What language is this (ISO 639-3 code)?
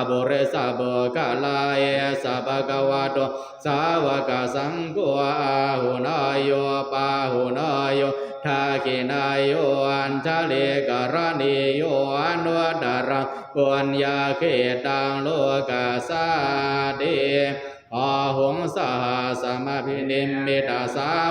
pli